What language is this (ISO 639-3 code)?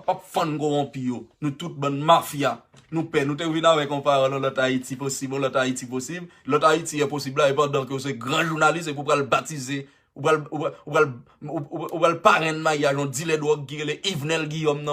hat